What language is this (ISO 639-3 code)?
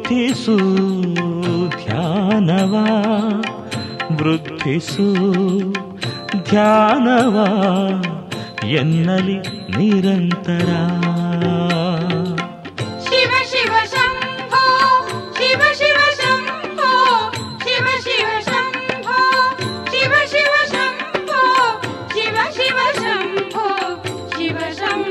kan